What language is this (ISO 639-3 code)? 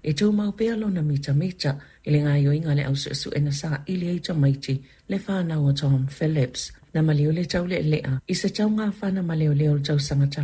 smo